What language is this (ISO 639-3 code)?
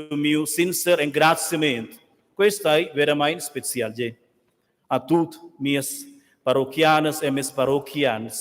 roh